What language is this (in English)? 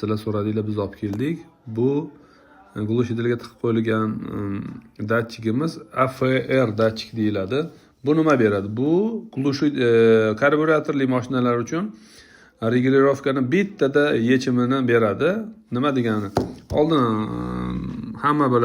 Uzbek